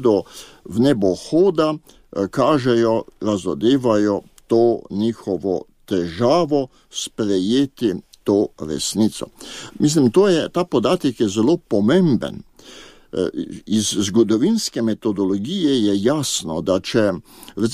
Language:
Slovenian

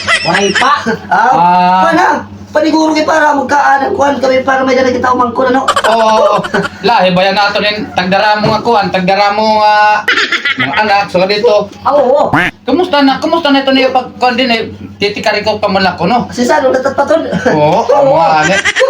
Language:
Waray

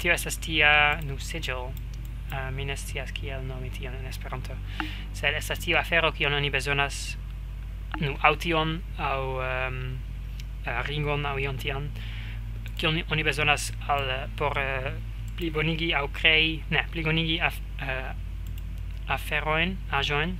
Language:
Esperanto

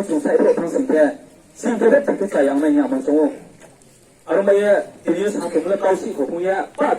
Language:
Riang (India)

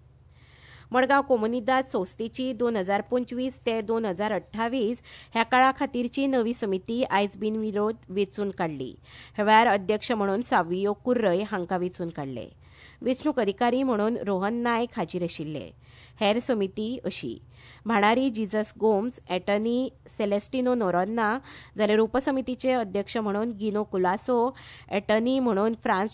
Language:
Konkani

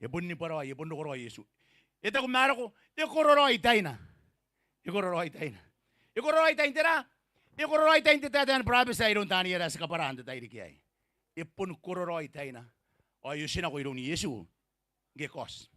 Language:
Gilbertese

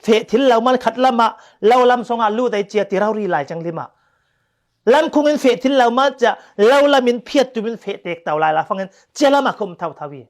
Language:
Falam Chin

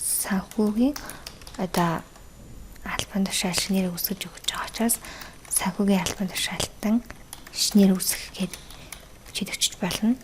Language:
Mongolian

